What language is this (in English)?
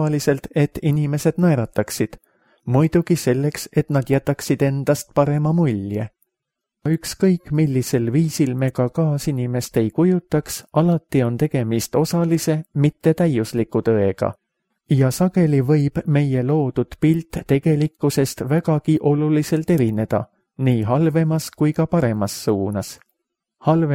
Estonian